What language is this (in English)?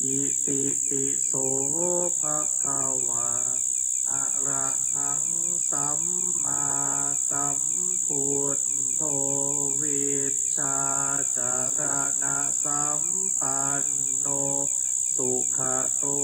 Pali